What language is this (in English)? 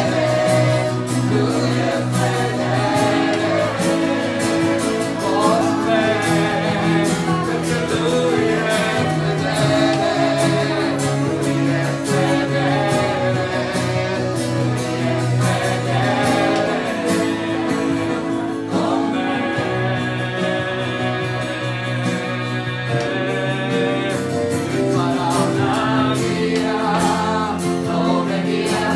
Italian